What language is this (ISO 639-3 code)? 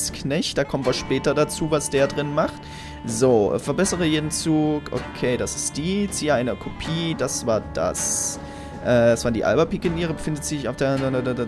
deu